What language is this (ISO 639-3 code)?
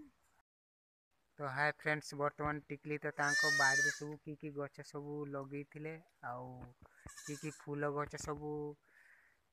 ori